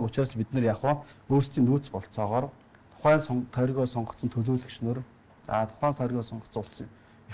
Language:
Mongolian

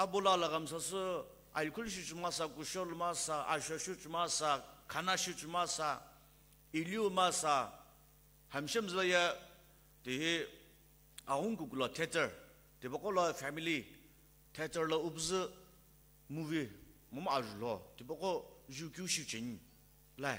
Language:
Sumi Naga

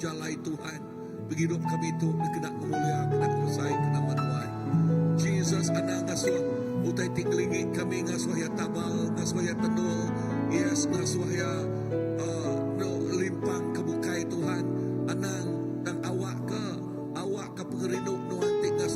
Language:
Iban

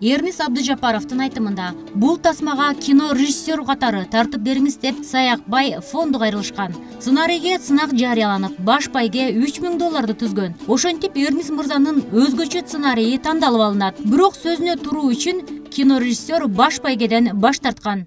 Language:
Kyrgyz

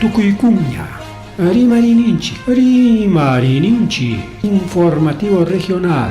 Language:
Ayacucho Quechua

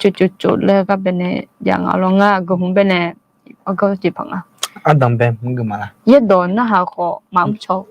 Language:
Akha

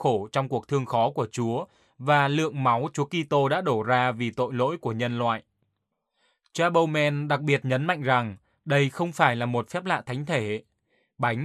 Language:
Vietnamese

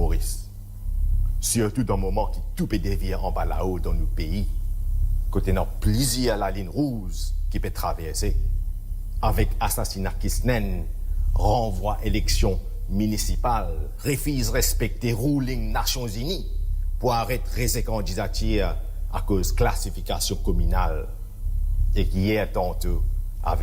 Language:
Morisyen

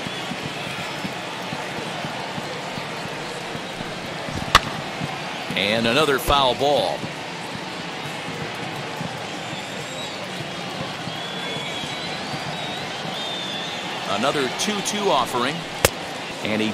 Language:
English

